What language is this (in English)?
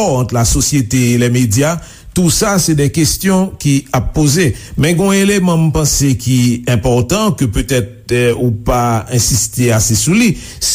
Haitian Creole